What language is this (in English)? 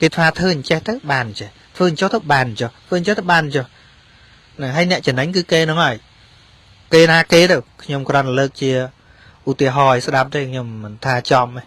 Khmer